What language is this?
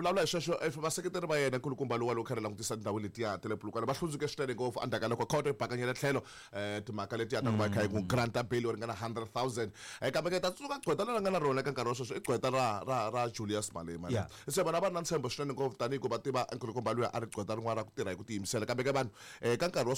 Tsonga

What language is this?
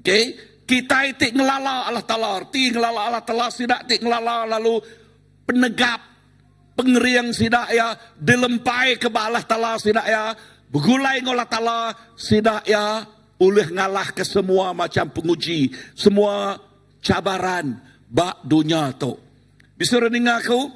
Iban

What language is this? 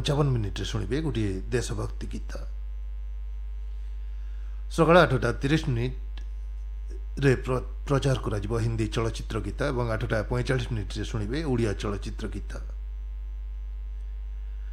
Odia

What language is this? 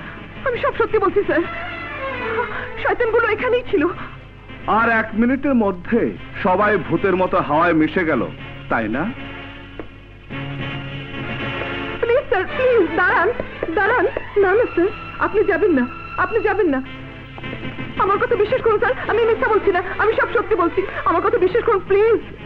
Bangla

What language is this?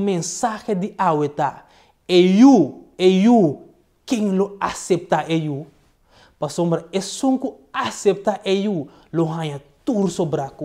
Papiamento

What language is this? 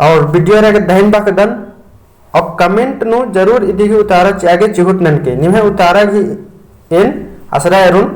Kurukh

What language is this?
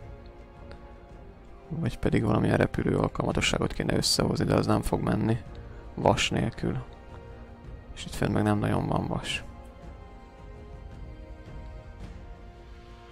Hungarian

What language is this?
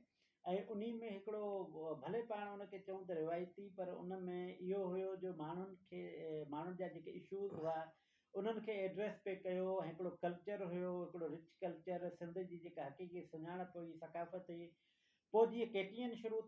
Sindhi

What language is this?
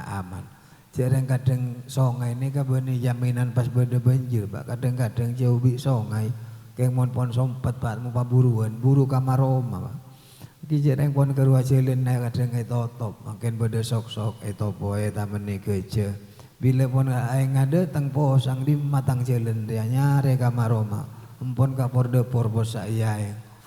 Madurese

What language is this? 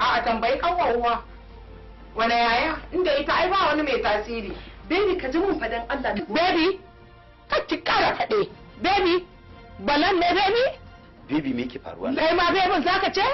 Hausa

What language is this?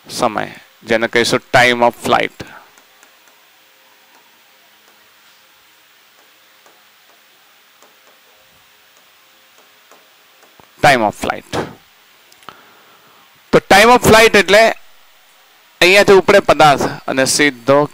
Gujarati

